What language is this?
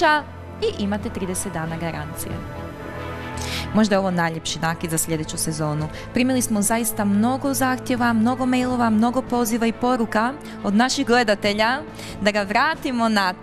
Croatian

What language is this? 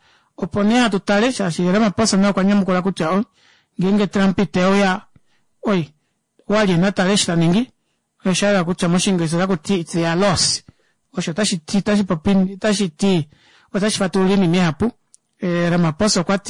Kuanyama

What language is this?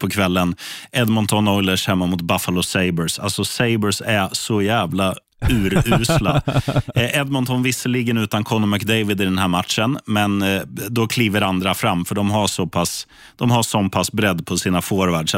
Swedish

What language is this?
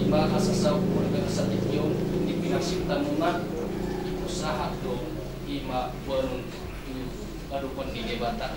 Batak Toba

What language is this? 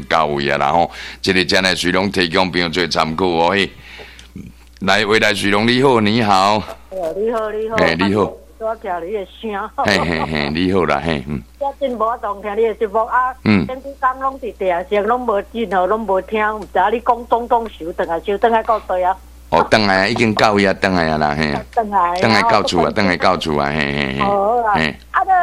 Min Nan Chinese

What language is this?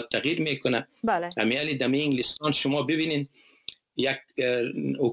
Persian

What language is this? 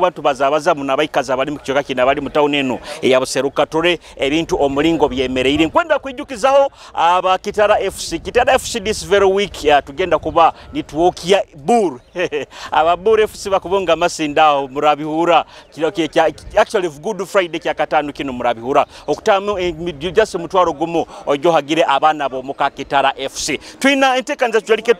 Nyoro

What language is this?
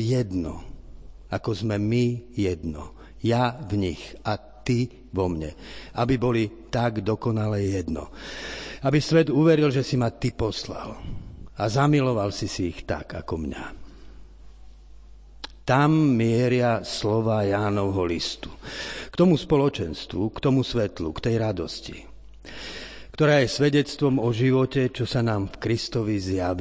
Slovak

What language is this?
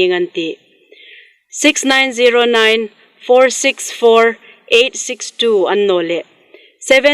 Hmar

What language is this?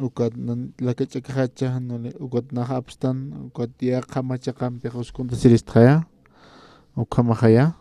Aymara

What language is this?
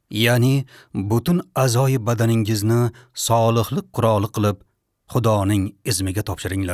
Uzbek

